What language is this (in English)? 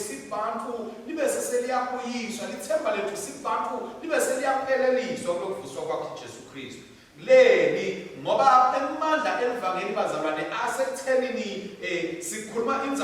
Swati